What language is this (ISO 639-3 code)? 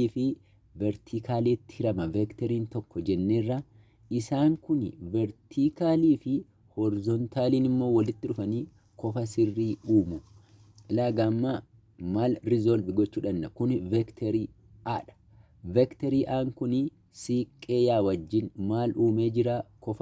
orm